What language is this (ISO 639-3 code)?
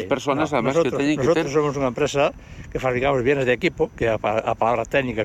glg